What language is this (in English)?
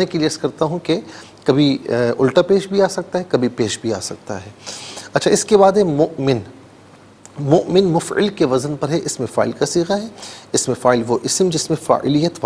Urdu